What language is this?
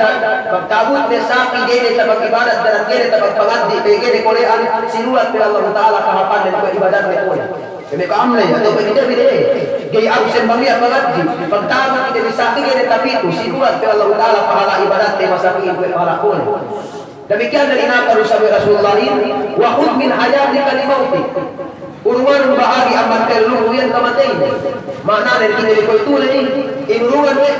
Yakan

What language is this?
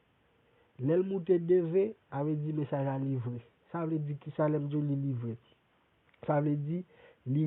Haitian Creole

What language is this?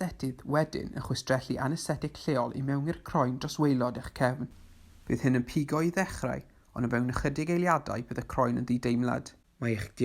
Welsh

